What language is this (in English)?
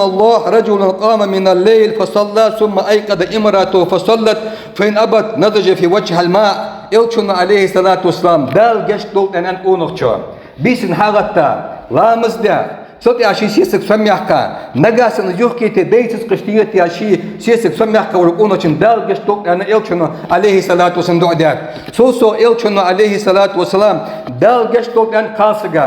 Ingush